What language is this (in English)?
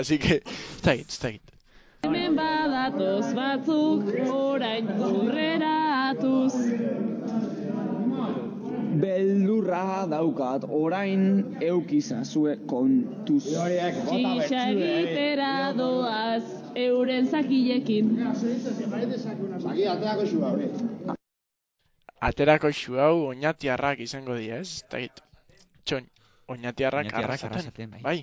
Basque